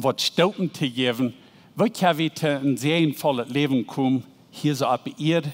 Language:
Plautdietsch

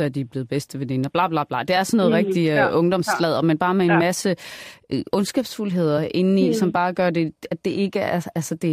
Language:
Danish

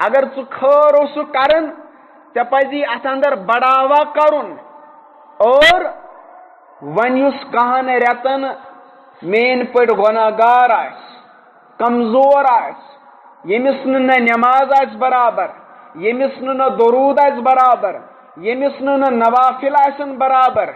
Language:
Kashmiri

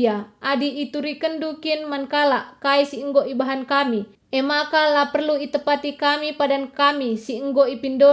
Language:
Batak Karo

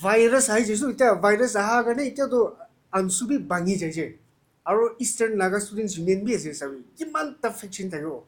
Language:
Naga Pidgin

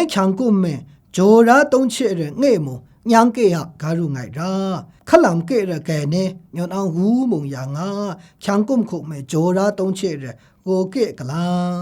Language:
Kachin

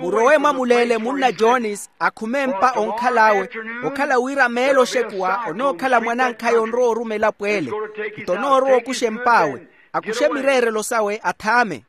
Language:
Makhuwa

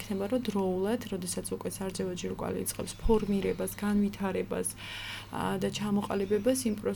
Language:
Georgian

